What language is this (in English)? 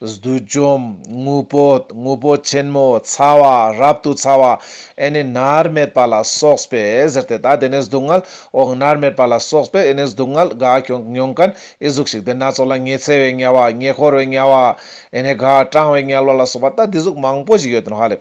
Ladakhi